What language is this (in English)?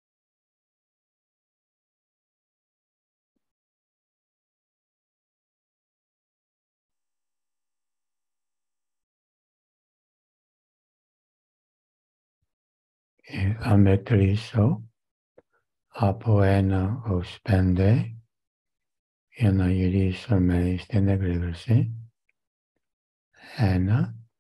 Greek